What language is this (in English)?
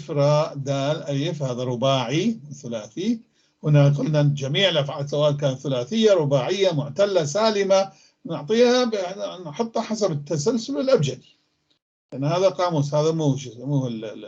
North Levantine Arabic